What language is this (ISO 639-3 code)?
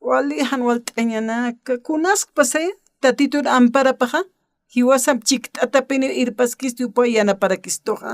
aym